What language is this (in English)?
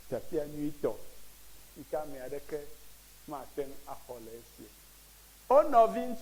Ewe